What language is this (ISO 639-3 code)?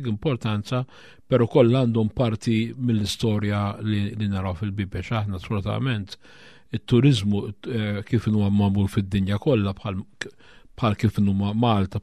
mlt